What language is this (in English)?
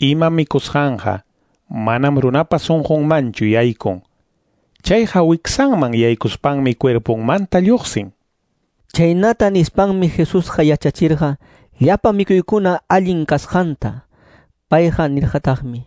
Quechua